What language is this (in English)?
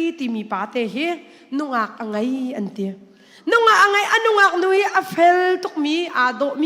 Hakha Chin